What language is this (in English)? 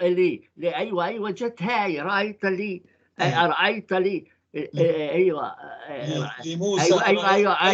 North Levantine Arabic